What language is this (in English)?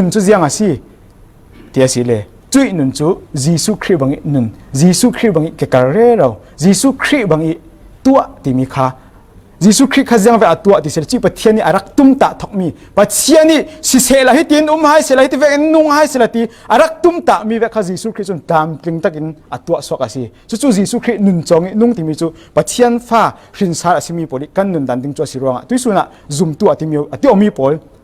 Falam Chin